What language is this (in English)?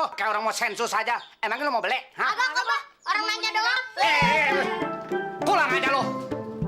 Betawi